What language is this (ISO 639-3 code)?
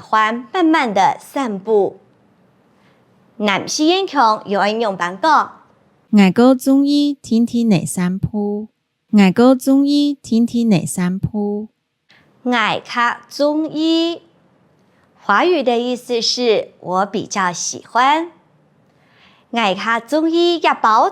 hak